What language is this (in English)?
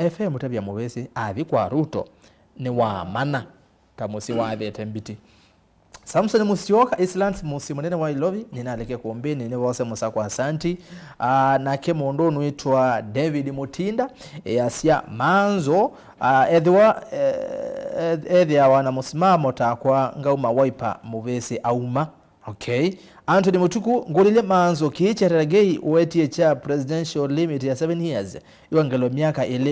Kamba